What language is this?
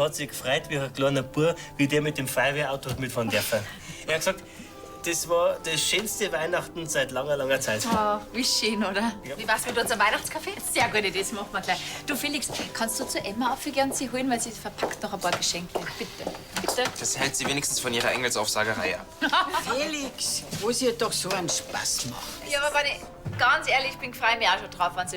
Bavarian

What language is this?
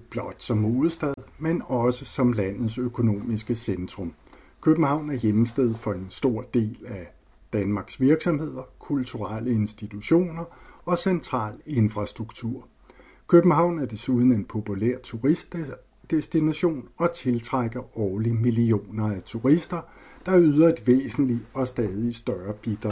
Danish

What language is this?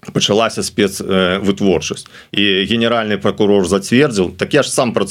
Belarusian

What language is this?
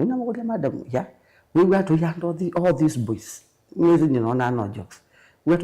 Kamba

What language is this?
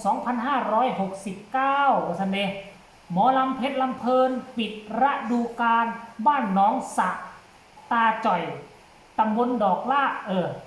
Northeastern Thai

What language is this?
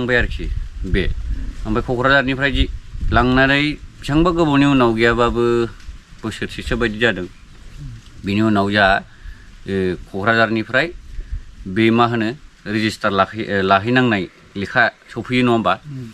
Bodo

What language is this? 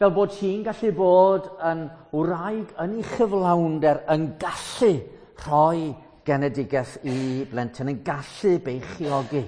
Welsh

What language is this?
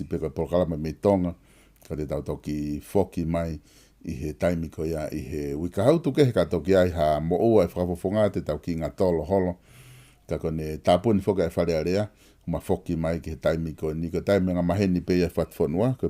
Tongan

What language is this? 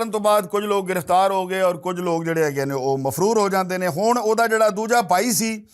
Western Panjabi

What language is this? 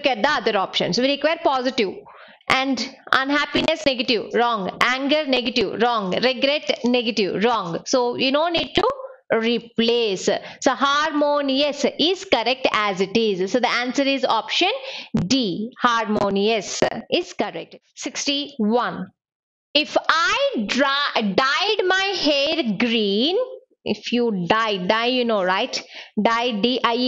English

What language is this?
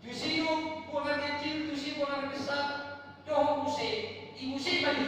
Batak Toba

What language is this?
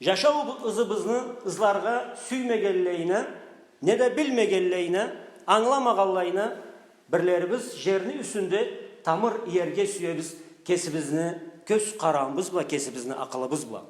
Karachay-Balkar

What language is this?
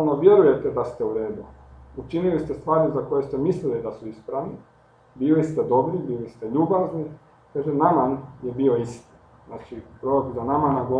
Croatian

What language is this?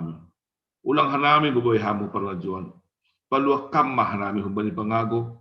Batak Simalungun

